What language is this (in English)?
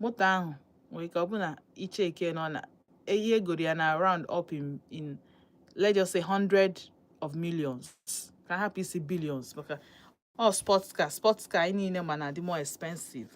Igbo